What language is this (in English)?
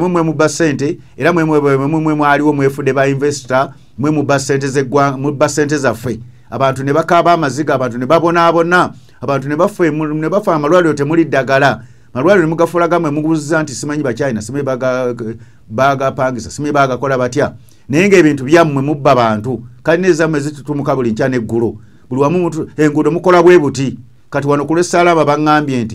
Ganda